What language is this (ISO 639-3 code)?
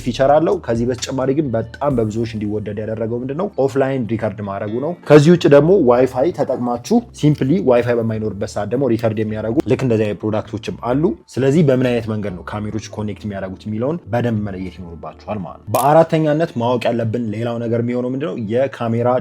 amh